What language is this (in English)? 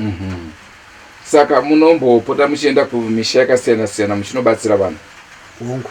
Shona